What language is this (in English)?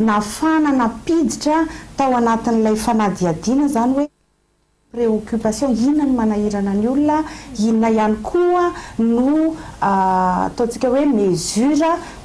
Malagasy